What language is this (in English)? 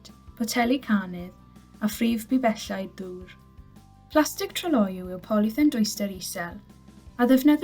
Welsh